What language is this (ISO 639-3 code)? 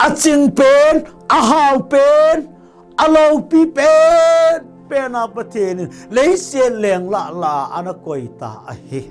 tcz